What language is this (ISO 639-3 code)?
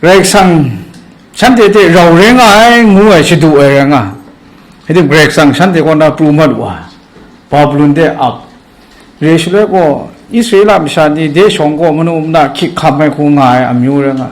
kac